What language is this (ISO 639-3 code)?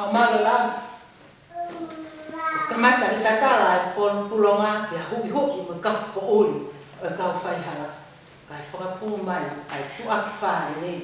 ton